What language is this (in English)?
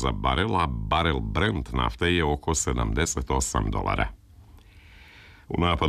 Serbian